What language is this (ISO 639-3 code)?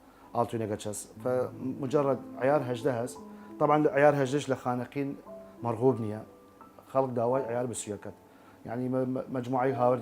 sdh